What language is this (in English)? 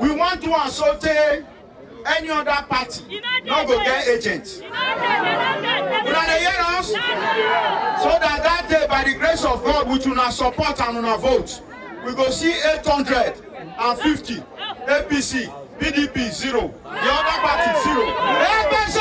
Nigerian Pidgin